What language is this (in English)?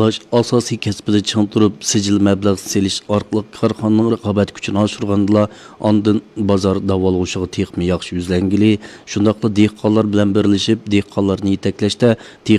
Uyghur